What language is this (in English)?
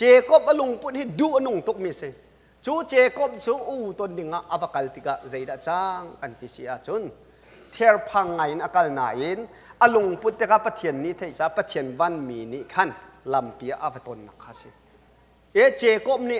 Hakha Chin